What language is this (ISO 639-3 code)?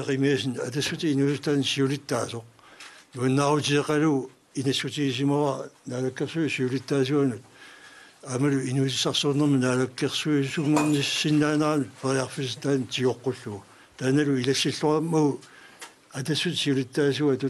kal